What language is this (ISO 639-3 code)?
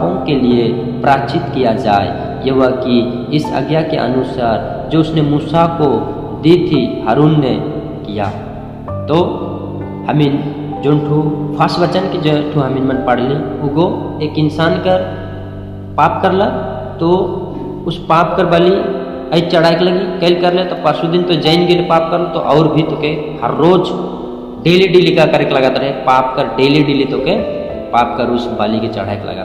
sck